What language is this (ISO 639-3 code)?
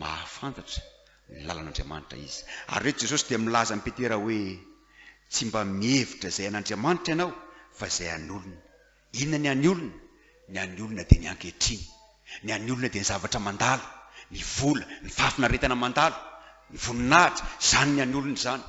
mlg